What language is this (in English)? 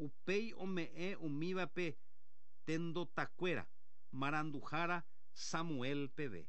Guarani